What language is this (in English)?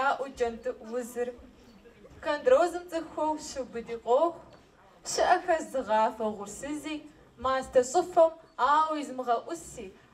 Kabardian